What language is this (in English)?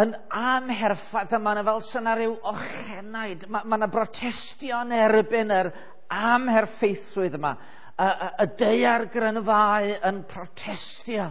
Welsh